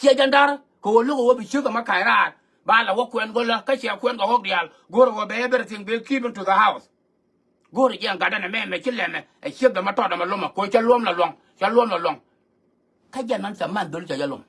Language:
Nuer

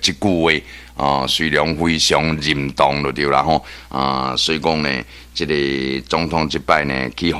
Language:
Min Nan Chinese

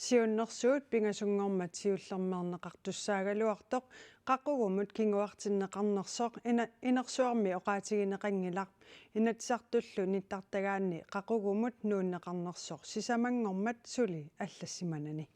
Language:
Kalaallisut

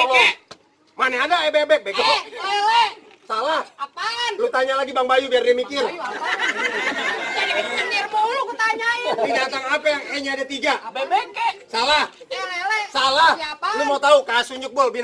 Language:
Betawi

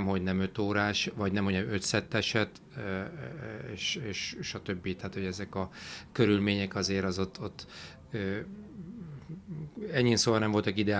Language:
Hungarian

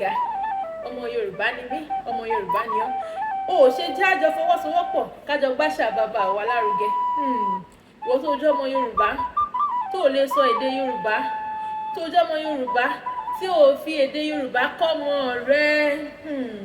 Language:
Yoruba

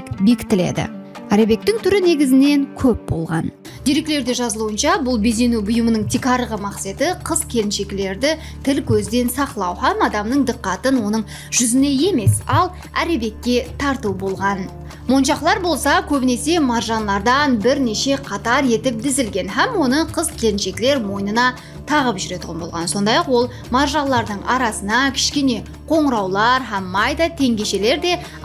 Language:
Kara-Kalpak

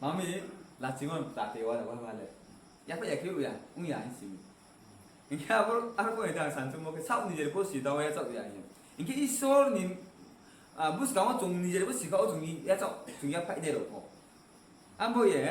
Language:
Riang (India)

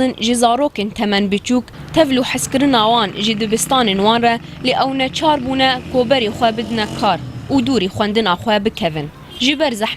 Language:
Kurdish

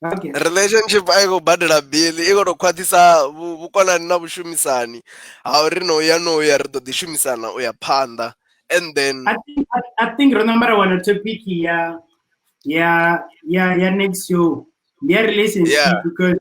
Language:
Venda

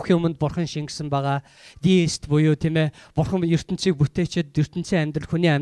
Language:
Mongolian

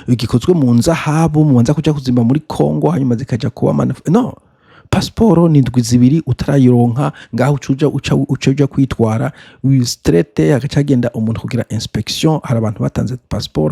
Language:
Rundi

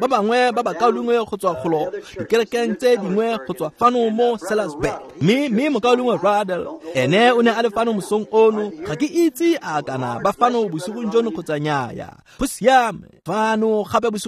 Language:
Tswana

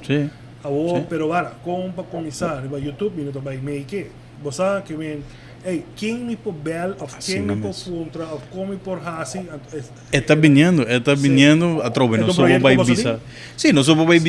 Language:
Papiamento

